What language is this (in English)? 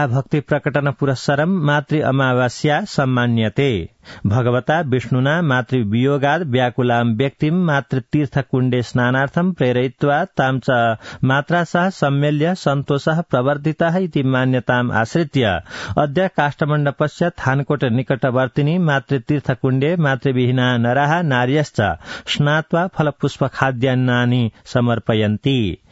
Sanskrit